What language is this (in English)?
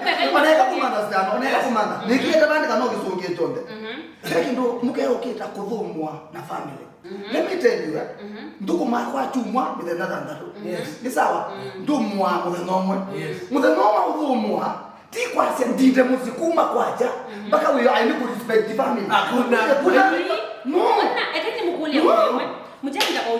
Kamba